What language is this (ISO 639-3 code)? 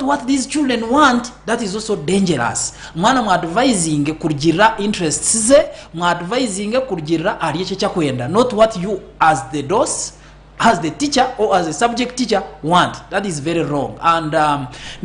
nyn